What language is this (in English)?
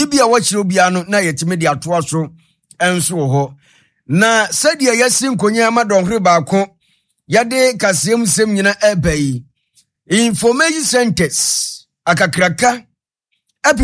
Akan